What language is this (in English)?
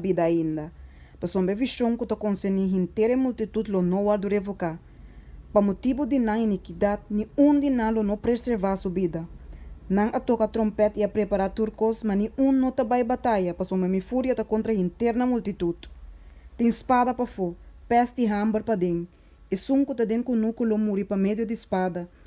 Papiamento